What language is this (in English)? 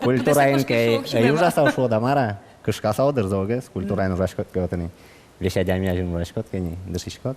Udmurt